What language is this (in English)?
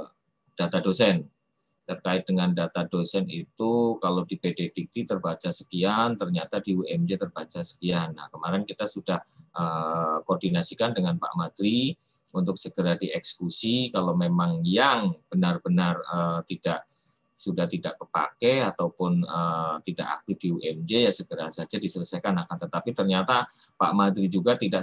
Indonesian